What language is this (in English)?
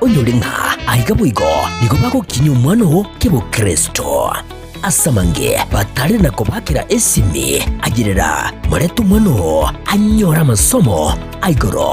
Gusii